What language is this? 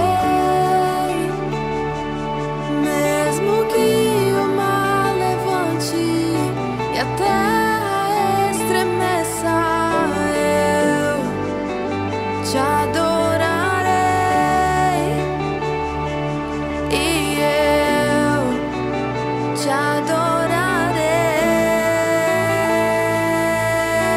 Portuguese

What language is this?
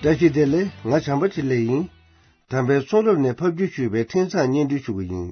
Tibetan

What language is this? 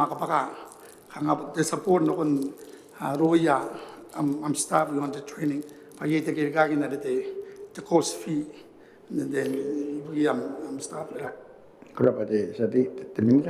Gilbertese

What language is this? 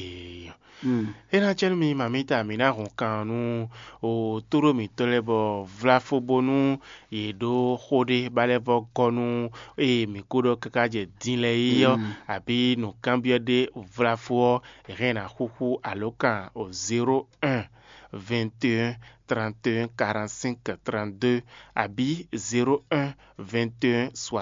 Fon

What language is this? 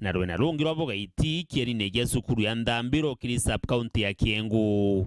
Meru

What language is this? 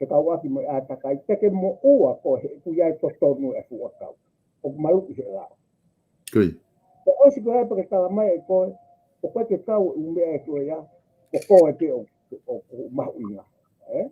Tongan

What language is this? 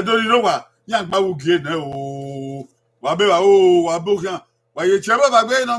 Bini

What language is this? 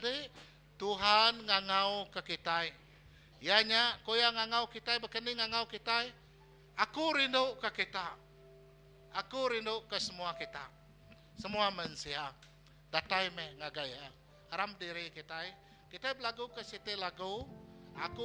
Iban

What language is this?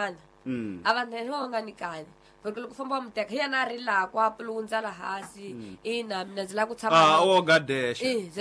Tsonga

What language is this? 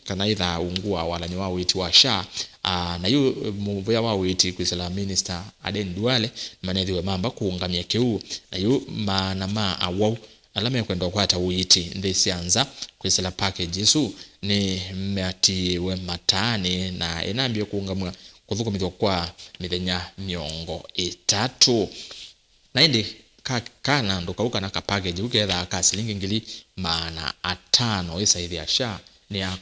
Kamba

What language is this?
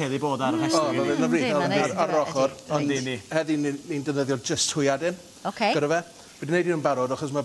Welsh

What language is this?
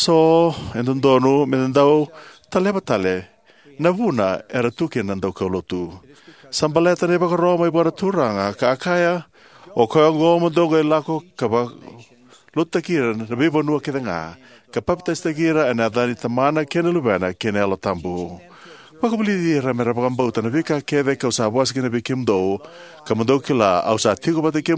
Fijian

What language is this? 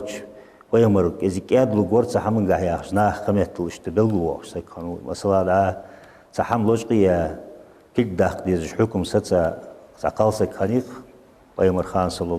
Ingush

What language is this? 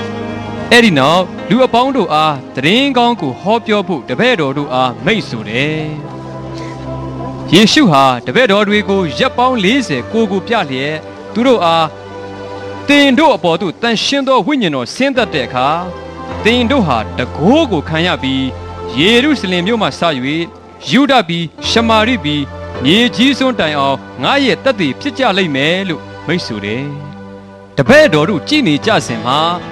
Burmese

